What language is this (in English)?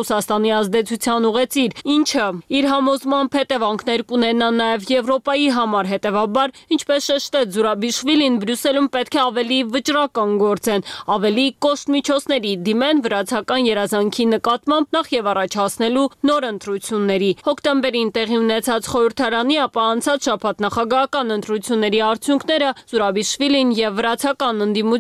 Armenian